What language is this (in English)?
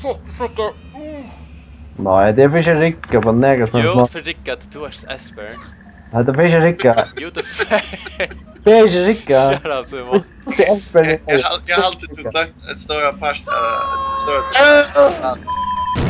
Faroese